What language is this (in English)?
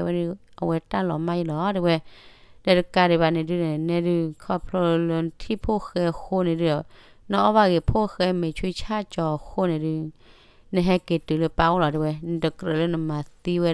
S'gaw Karen